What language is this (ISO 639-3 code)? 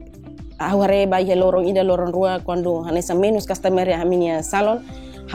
tet